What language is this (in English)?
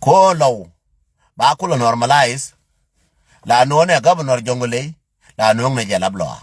Nuer